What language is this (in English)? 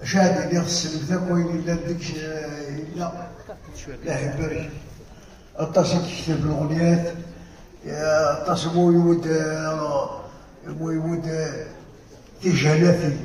Kabyle